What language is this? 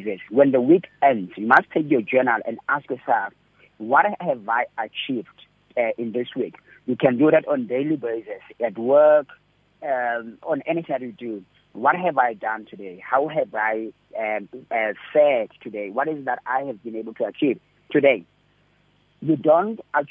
English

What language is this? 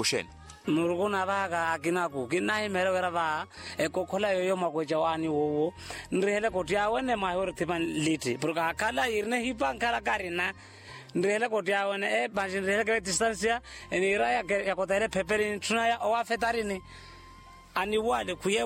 Makhuwa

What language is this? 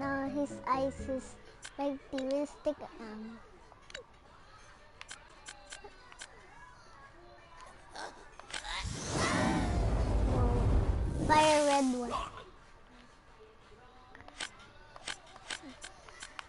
Filipino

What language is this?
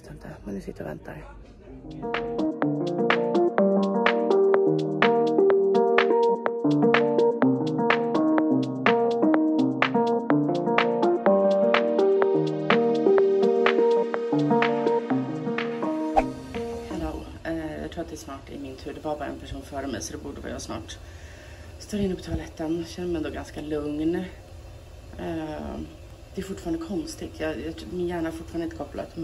Swedish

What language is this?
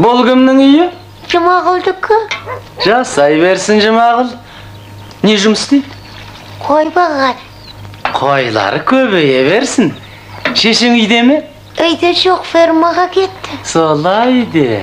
Kazakh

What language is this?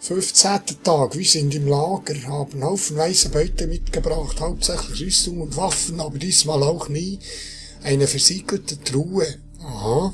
Swiss German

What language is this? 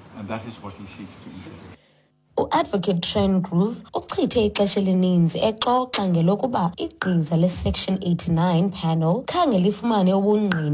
Xhosa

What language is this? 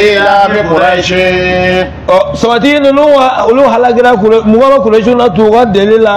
Bambara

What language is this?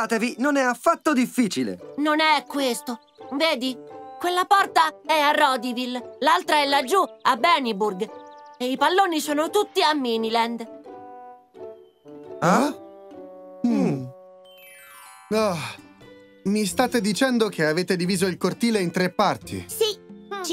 Italian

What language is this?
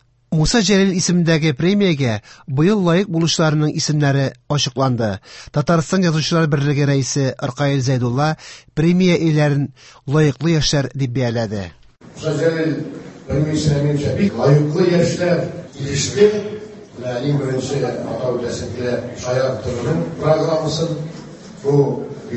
Tatar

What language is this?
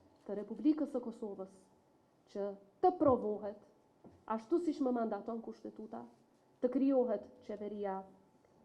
Albanian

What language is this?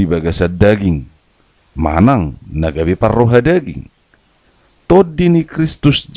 Batak Toba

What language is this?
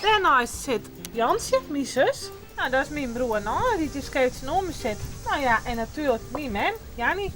Western Frisian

